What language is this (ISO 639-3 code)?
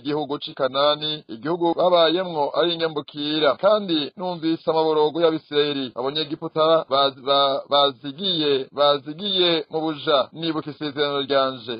run